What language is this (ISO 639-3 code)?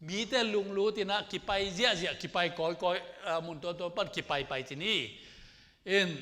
ctd